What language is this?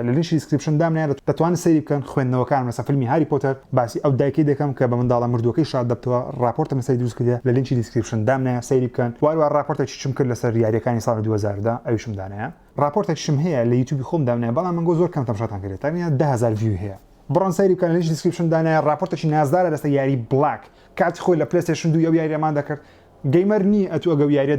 Central Kurdish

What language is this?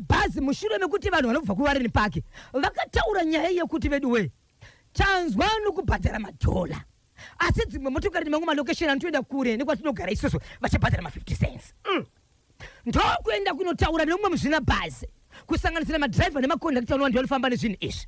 Shona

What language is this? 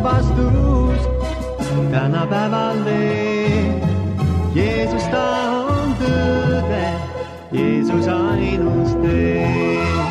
Estonian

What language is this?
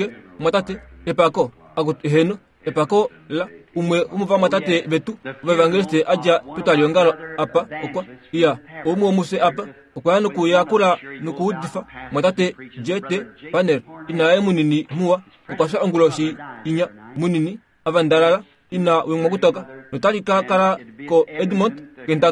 Kuanyama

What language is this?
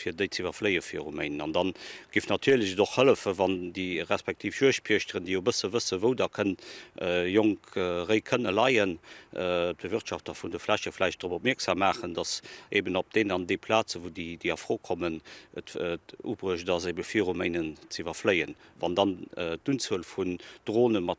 Luxembourgish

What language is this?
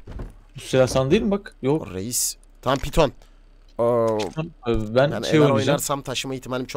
Turkish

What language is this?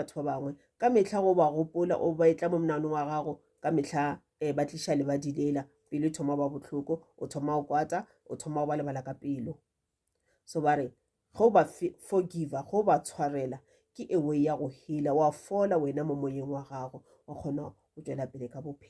Northern Sotho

